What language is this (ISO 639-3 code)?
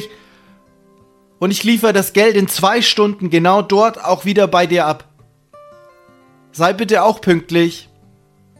deu